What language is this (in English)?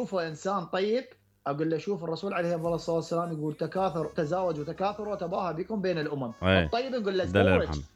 Mesopotamian Arabic